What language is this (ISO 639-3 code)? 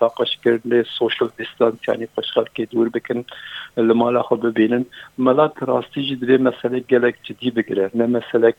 kur